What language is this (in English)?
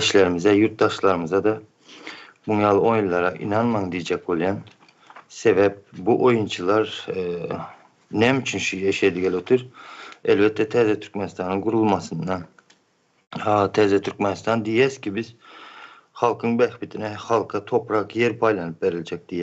Turkmen